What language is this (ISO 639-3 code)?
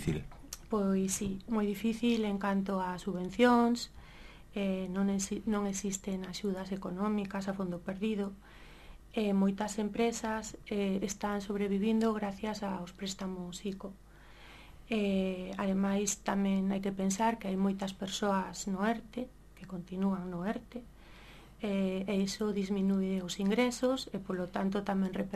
glg